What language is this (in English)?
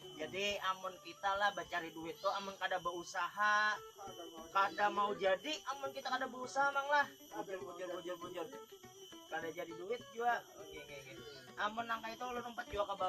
Banjar